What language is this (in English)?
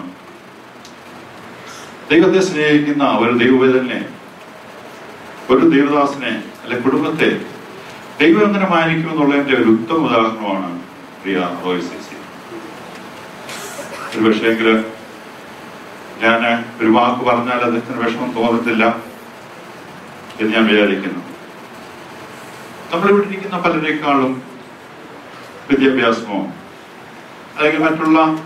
Malayalam